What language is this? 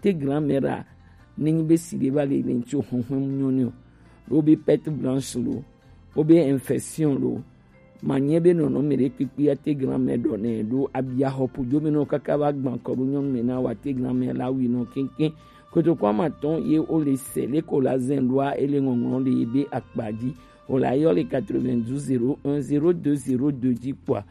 Gen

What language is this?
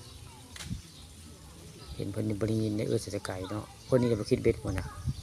Northeastern Thai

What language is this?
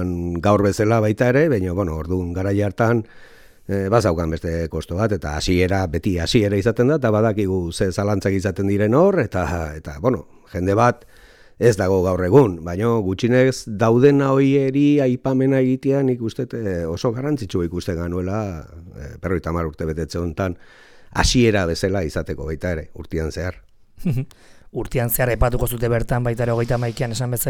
Basque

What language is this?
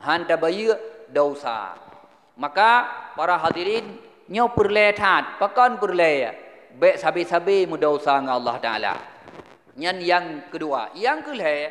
Achinese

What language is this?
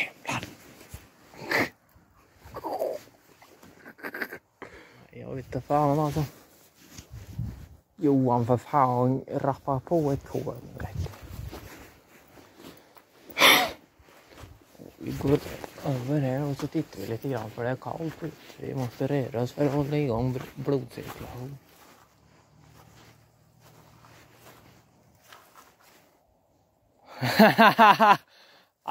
Swedish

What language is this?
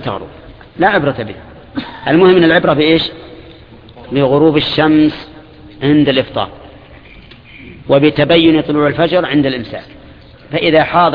Arabic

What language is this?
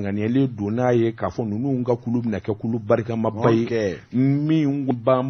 Bambara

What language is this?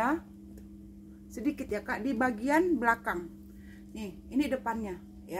Indonesian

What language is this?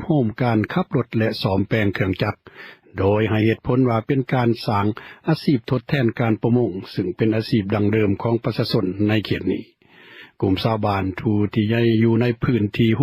Lao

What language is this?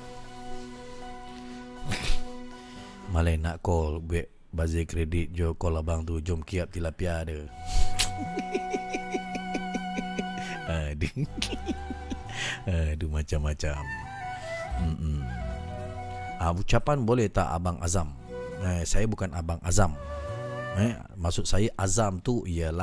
Malay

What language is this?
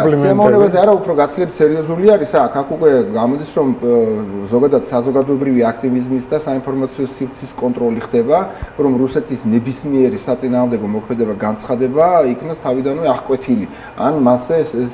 Georgian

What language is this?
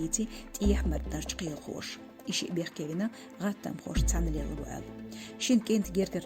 Chechen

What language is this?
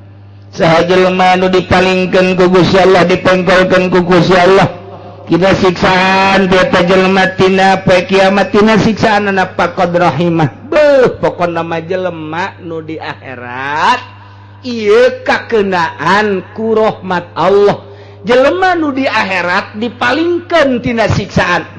Sundanese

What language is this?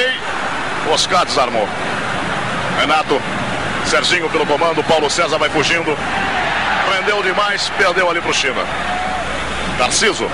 Portuguese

